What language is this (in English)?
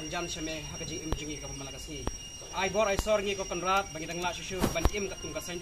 Khasi